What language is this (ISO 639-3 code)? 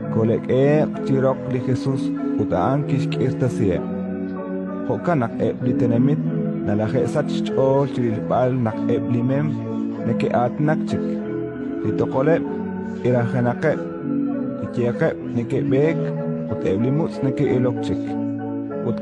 kek